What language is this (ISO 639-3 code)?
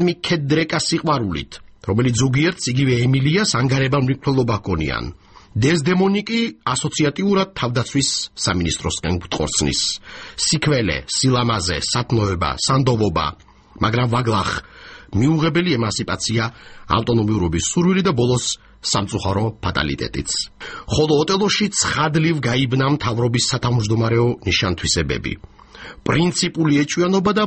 kat